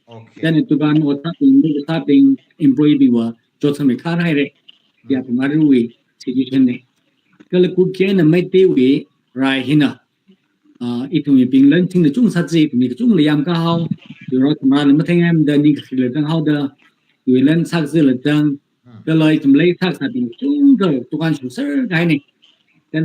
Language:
Tangkhul Naga (India)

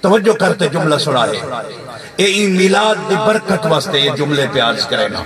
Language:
Saraiki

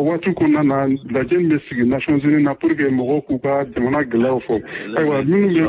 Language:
Bambara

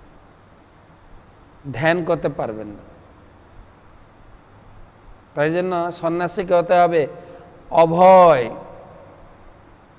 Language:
Bangla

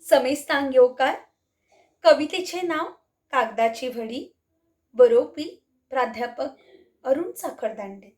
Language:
Konkani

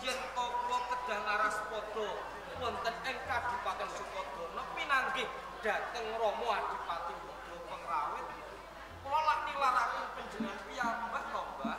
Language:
Javanese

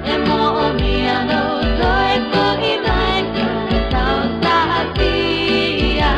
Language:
Samoan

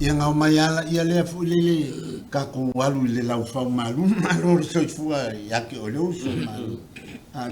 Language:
Samoan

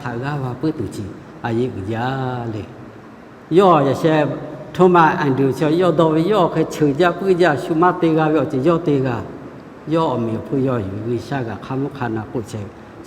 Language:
Lahu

